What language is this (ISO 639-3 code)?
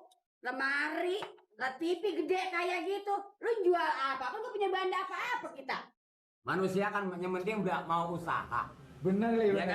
bew